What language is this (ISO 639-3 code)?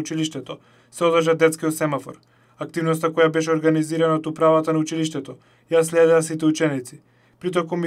mkd